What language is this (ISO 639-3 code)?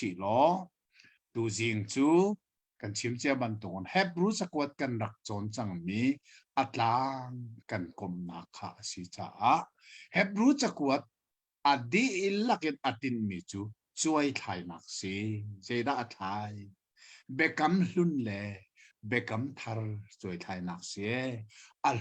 cnh